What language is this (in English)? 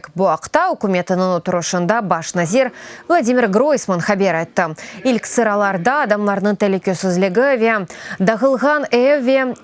Crimean Tatar